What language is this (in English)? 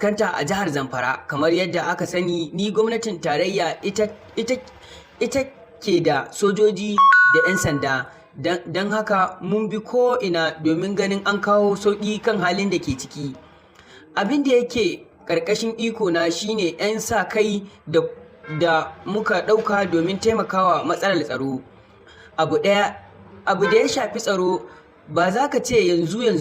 Hausa